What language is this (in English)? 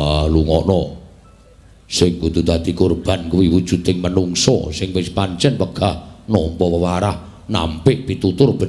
Javanese